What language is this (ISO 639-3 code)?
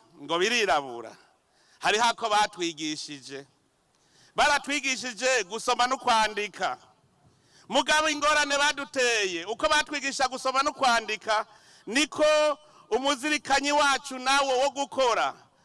run